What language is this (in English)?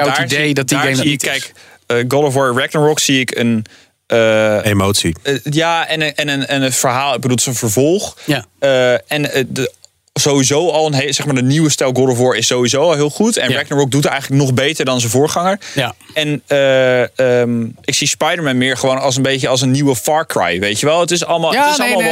Dutch